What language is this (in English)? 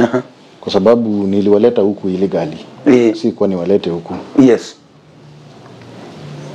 Swahili